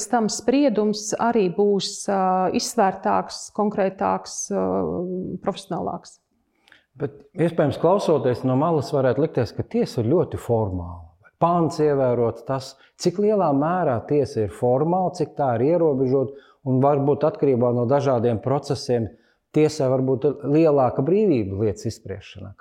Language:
Latvian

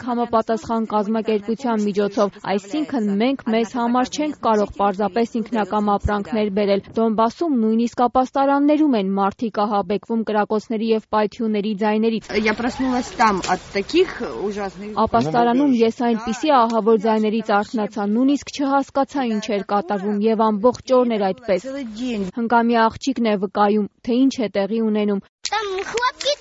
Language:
Armenian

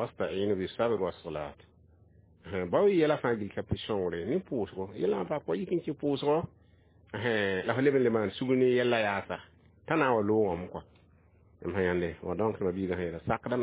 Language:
Mossi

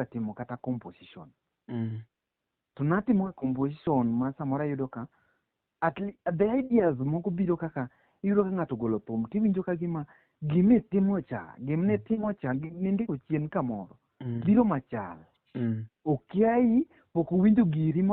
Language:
Luo (Kenya and Tanzania)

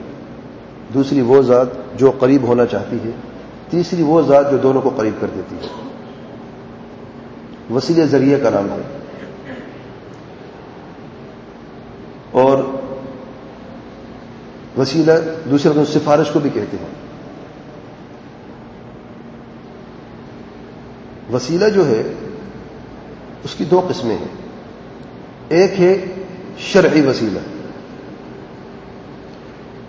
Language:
Urdu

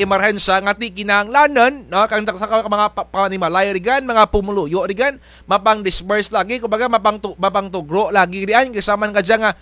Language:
Kinaray-a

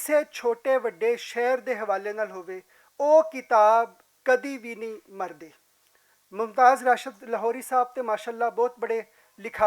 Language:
Western Panjabi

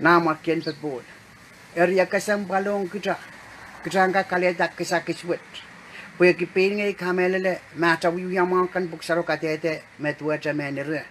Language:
Pohnpeian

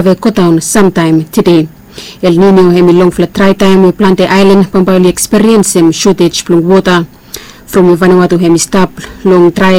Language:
Bislama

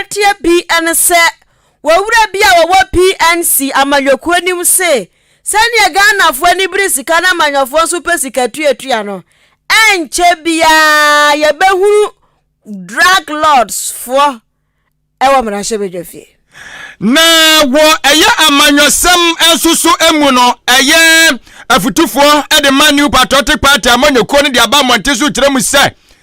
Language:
Akan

